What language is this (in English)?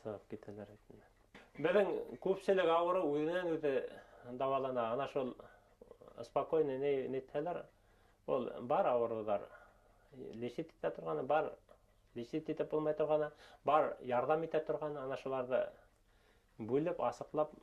Bashkir